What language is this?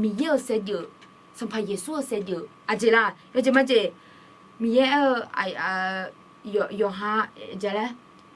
Akha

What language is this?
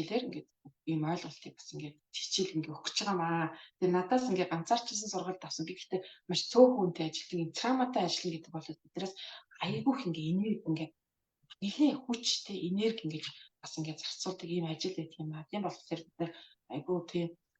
Mongolian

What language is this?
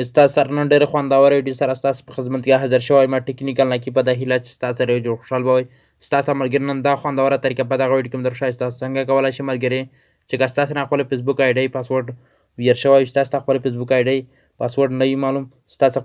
Pashto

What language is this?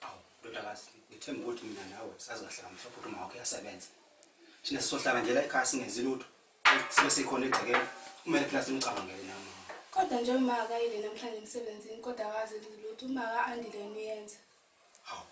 Zulu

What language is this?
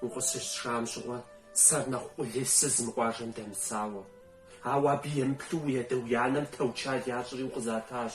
Kabardian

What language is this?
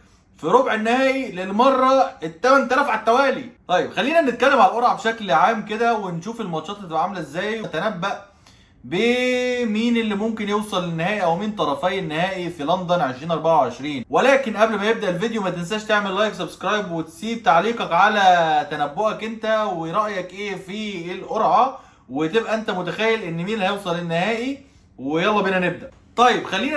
Egyptian Arabic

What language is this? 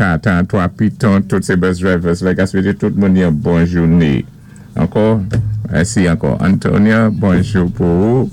Saint Lucian Creole French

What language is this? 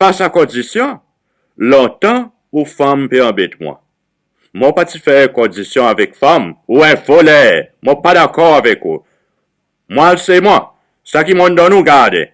Seselwa Creole French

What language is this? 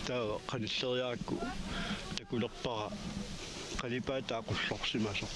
Kalaallisut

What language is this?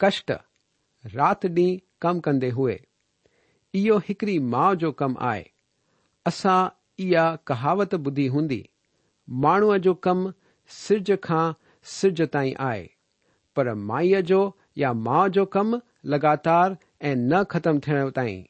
Sindhi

